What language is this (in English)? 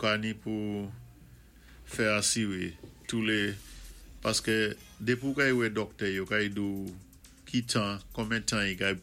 Saint Lucian Creole French